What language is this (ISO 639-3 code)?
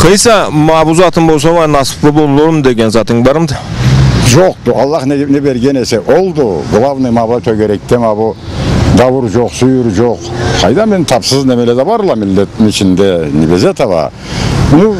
krc